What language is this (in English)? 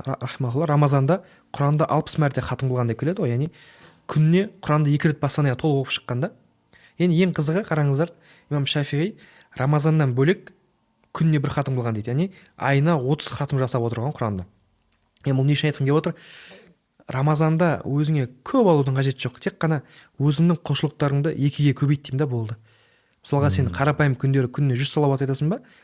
Kazakh